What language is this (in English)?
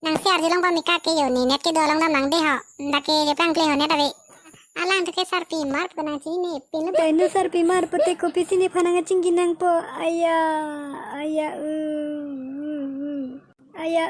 Karbi